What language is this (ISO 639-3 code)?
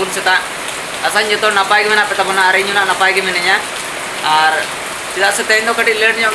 sat